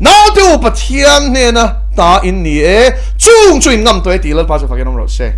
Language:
Mizo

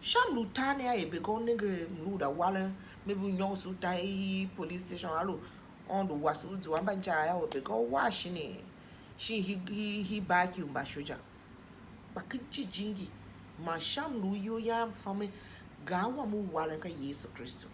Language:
Tiv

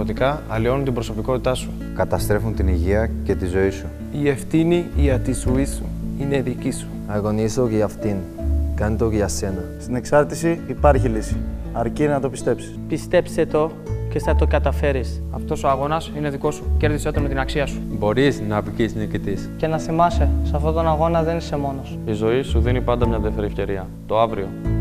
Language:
Greek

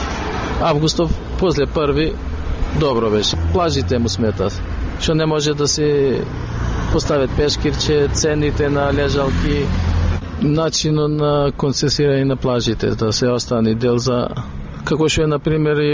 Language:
Macedonian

